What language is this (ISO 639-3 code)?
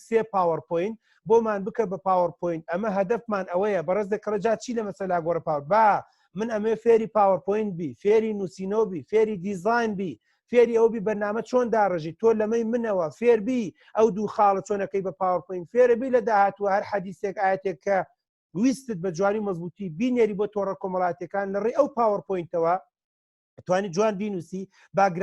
ckb